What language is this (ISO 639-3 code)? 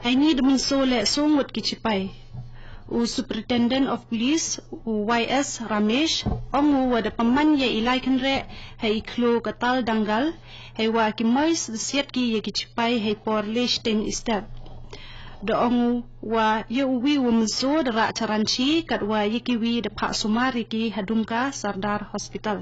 kha